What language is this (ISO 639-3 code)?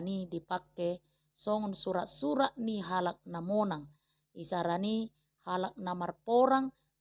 bbc